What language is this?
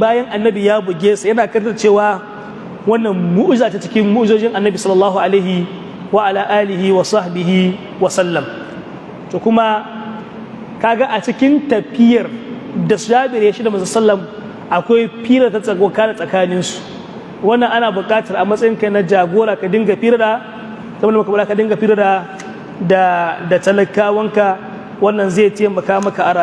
Hausa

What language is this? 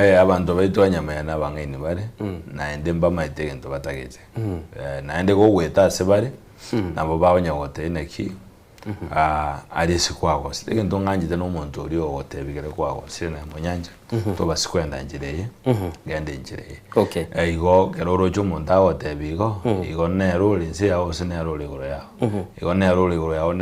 Gusii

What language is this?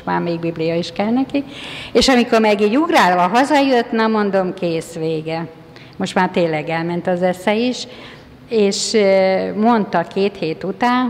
Hungarian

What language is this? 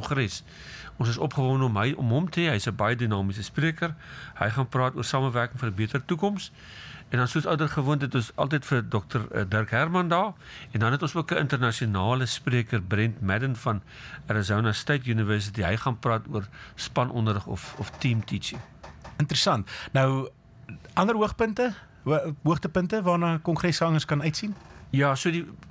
Afrikaans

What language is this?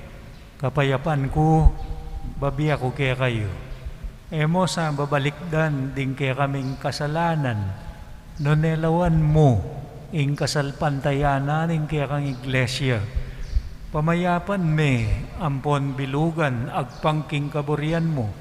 Pampanga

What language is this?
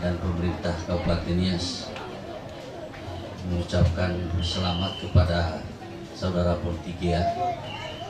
Indonesian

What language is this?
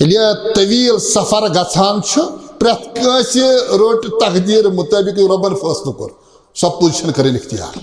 Kashmiri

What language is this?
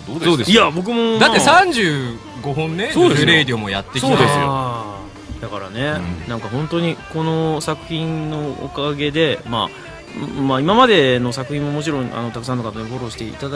Japanese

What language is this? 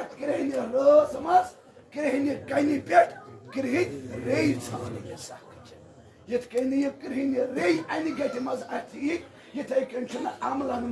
Kashmiri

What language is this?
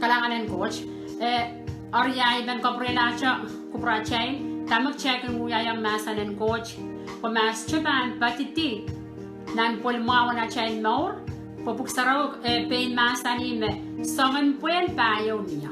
Pohnpeian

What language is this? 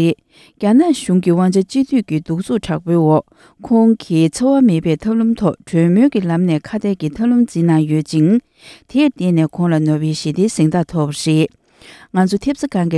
Tibetan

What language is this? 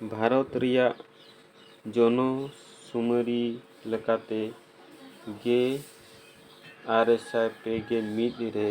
Santali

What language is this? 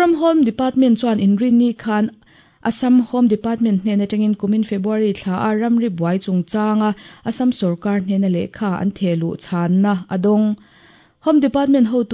Mizo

